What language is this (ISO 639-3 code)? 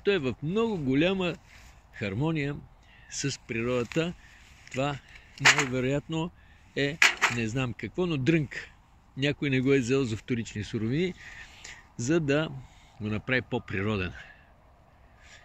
bul